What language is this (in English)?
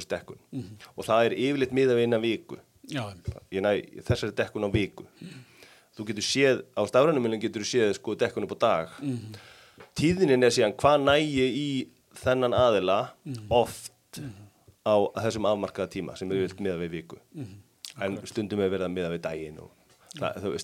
Icelandic